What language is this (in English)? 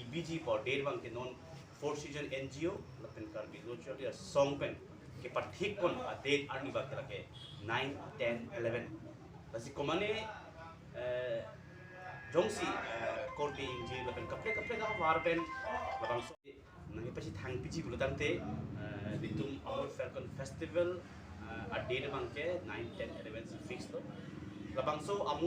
Karbi